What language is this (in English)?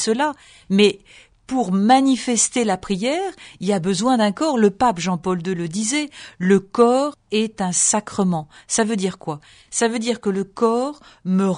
French